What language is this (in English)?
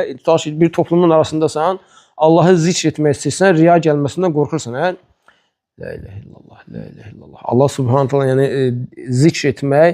Azerbaijani